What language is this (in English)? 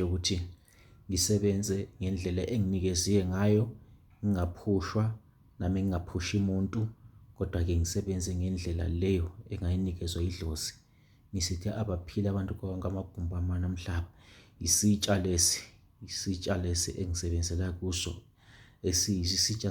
Zulu